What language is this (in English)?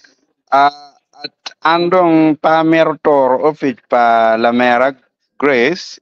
Acoli